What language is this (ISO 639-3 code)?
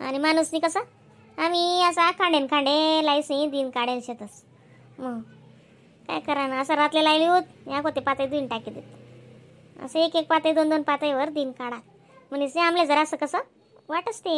khn